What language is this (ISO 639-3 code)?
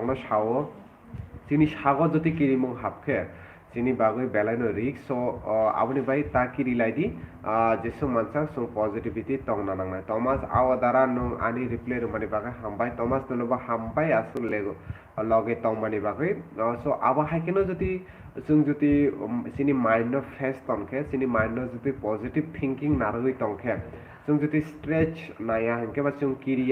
trp